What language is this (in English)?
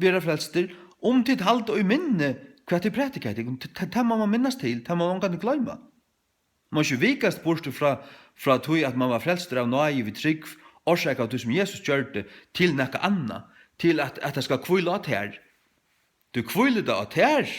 Faroese